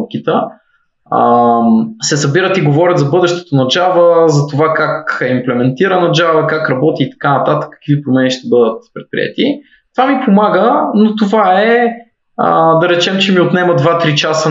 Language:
Bulgarian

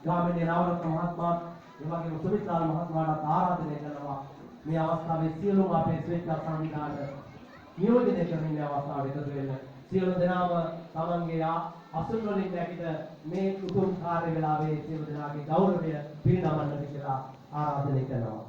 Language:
Sinhala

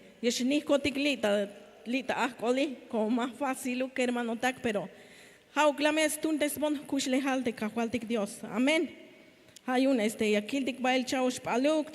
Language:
Tzeltal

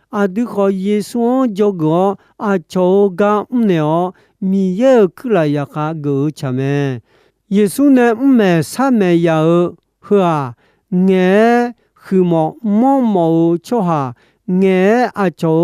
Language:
Akha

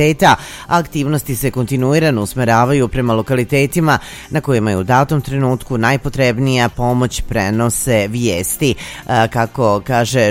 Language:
Serbian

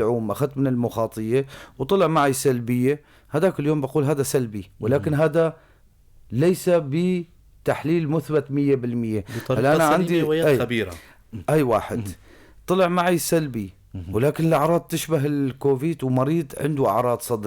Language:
North Levantine Arabic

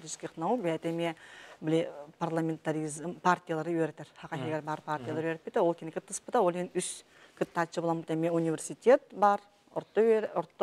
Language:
Yakut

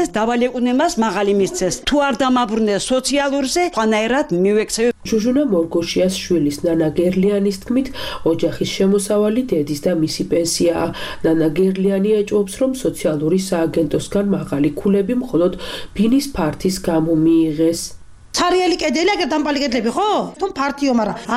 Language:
Georgian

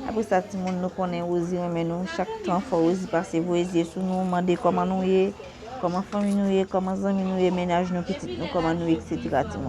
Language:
Haitian Creole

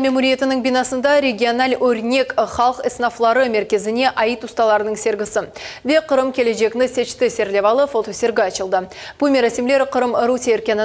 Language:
Crimean Tatar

